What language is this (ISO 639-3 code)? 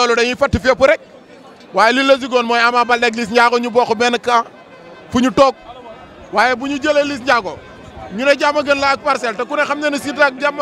wol